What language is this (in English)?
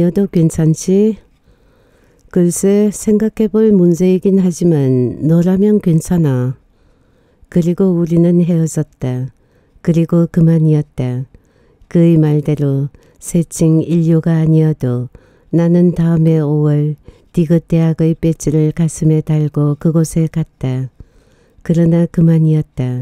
Korean